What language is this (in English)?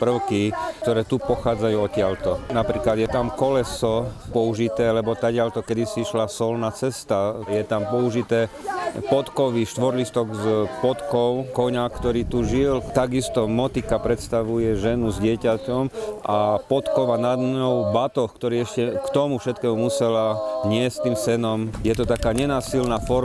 Slovak